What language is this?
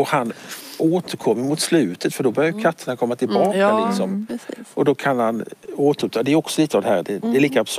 Swedish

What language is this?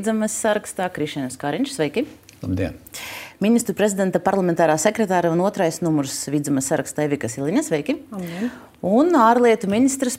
Latvian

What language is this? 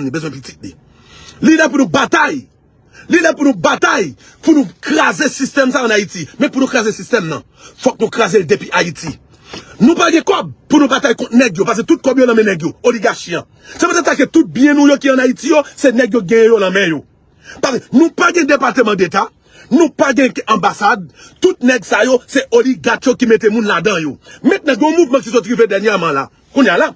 Haitian Creole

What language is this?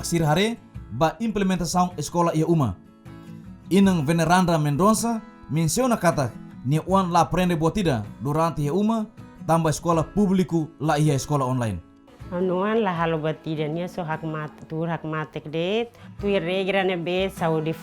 Tetum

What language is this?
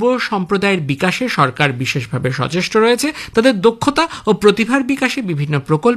Bangla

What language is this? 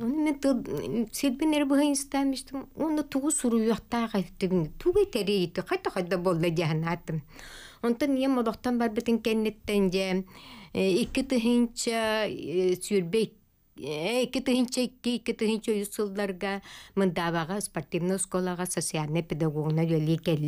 Yakut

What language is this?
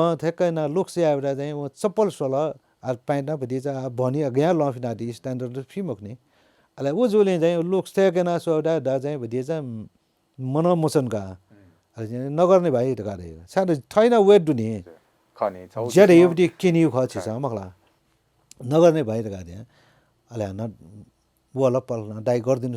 Newari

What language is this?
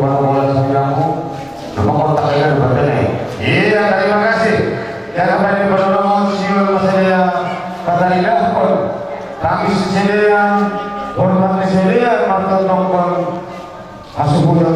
Batak Simalungun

